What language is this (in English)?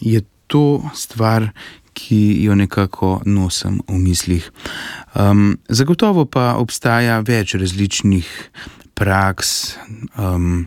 Slovenian